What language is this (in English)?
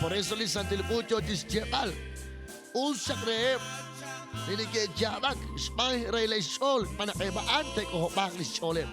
Kekchí